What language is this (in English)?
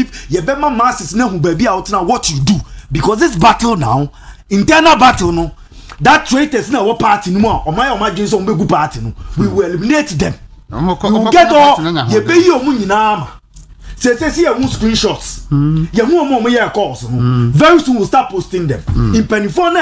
Akan